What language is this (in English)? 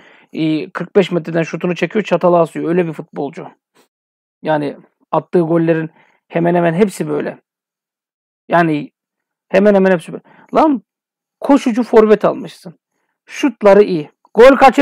Turkish